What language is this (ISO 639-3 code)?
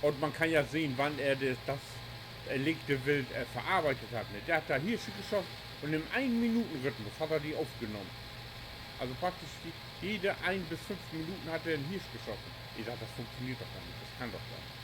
nds